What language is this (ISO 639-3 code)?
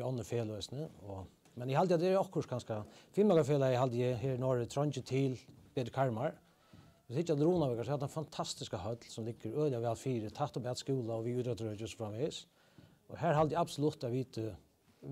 fao